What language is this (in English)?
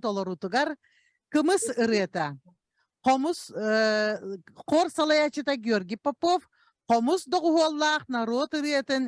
Yakut